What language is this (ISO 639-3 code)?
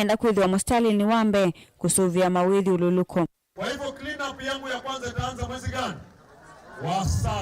kam